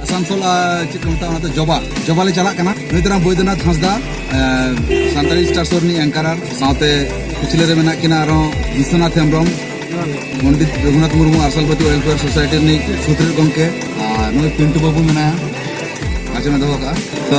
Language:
Santali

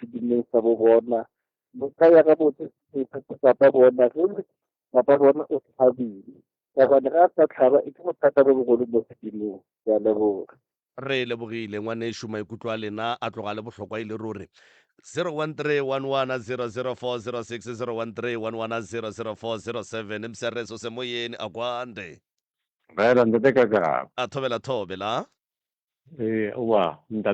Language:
Northern Sotho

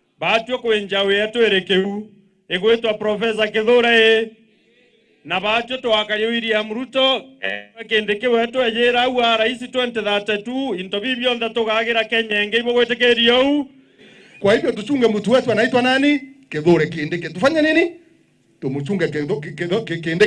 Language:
Meru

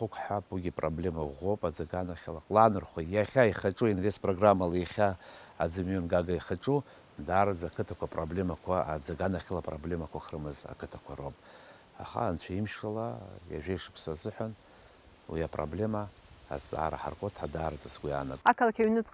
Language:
Abkhazian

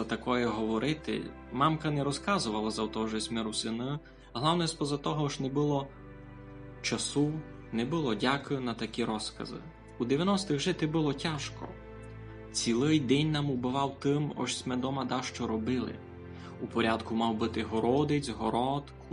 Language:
Rusyn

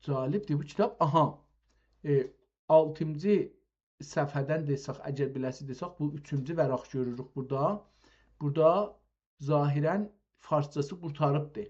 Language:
South Azerbaijani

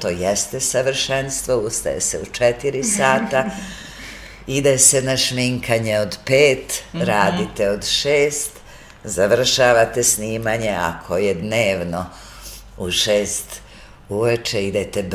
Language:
Serbian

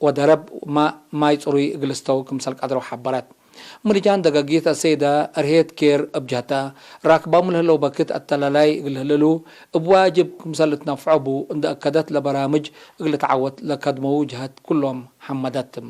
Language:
Tigre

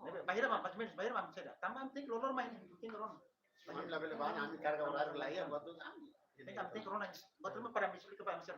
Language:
Tetum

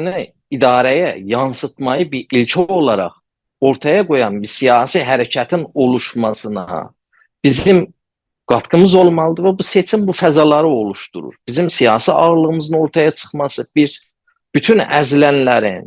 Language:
South Azerbaijani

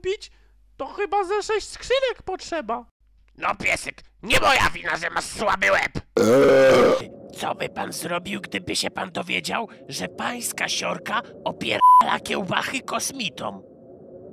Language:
Polish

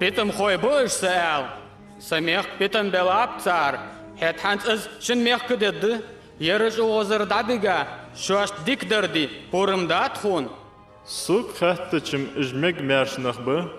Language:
Ingush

